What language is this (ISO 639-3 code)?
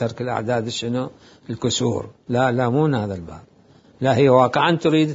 acm